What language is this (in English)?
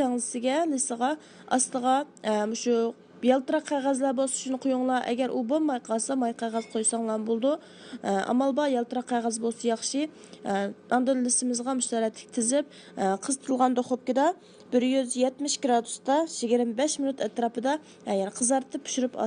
Uyghur